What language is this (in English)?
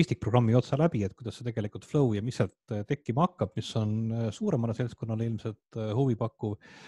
Estonian